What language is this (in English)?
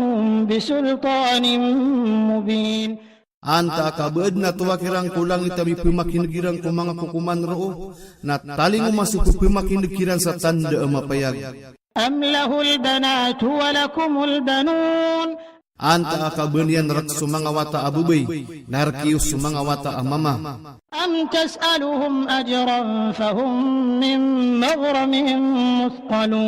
Maranao